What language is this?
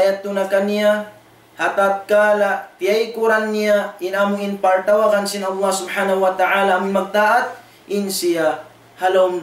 Tausug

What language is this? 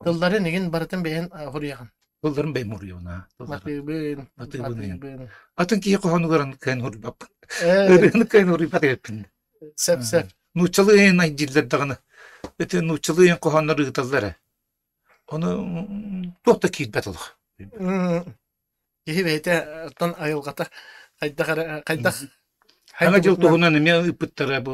Yakut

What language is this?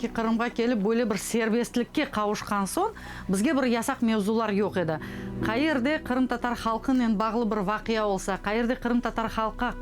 Crimean Tatar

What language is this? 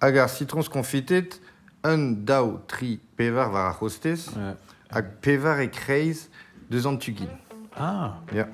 Breton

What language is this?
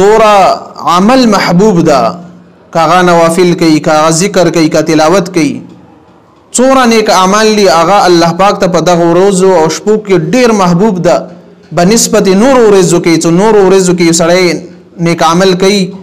Pashto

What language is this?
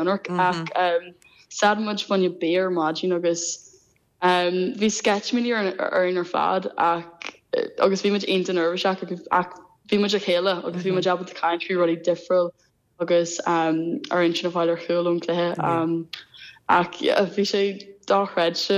Irish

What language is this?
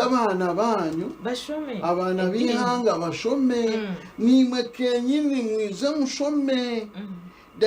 Nyankole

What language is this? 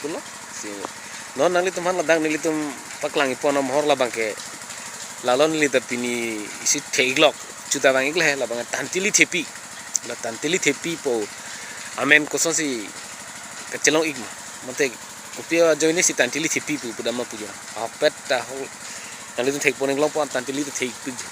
Karbi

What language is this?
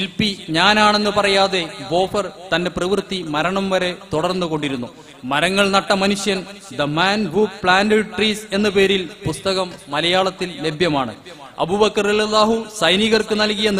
Malayalam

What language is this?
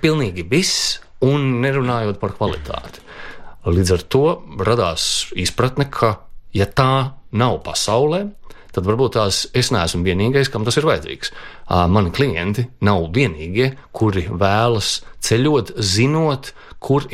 Latvian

